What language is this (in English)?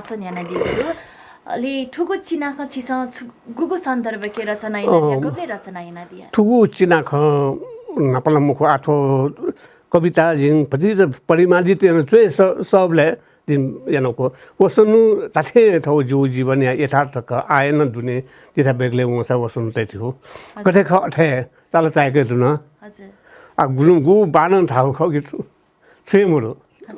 Newari